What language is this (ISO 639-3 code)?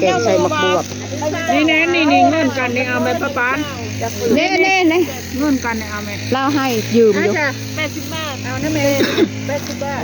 tts